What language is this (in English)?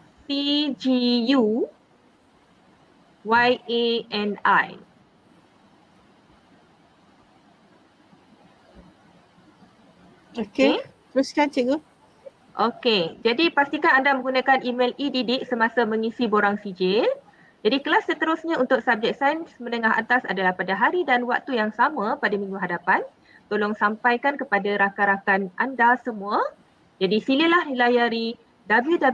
Malay